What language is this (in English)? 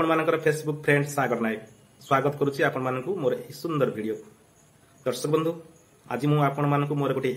Odia